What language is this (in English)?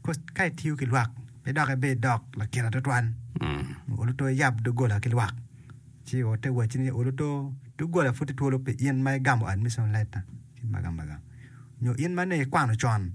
Acoli